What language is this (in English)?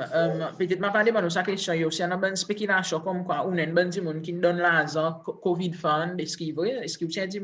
Seselwa Creole French